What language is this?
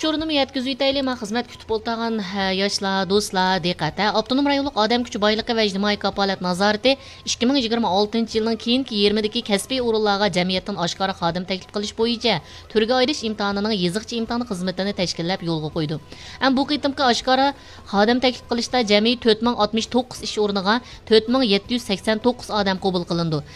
Uyghur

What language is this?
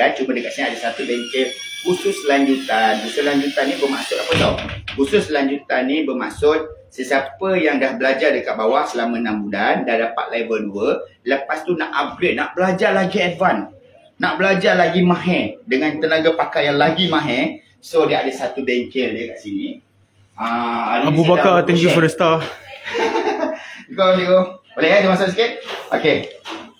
Malay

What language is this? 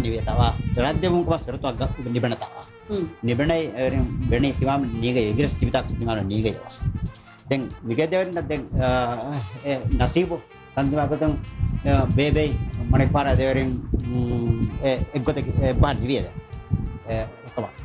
Divehi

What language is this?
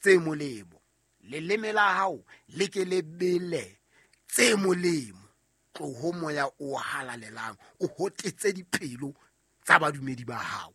Southern Sotho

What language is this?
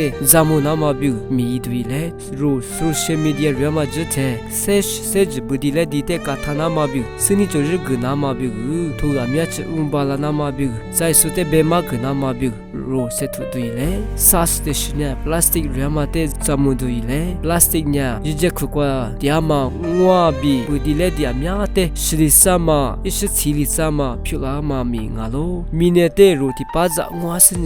Lisu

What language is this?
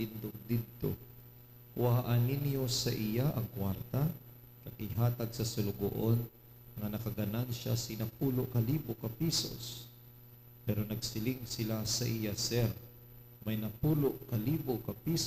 Hiligaynon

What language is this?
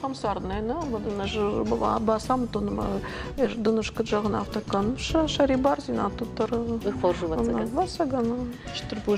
Ossetic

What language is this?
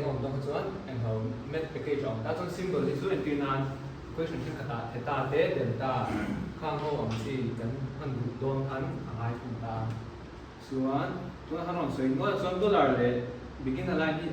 Mizo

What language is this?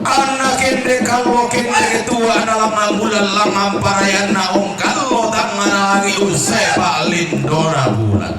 Toraja-Sa'dan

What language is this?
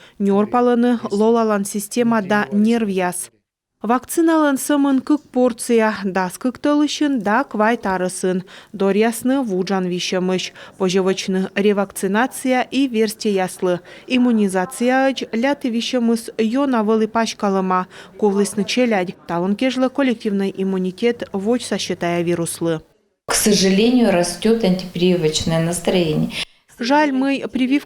Komi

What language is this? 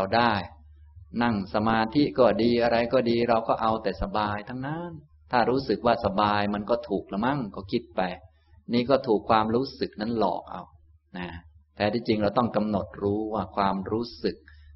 Thai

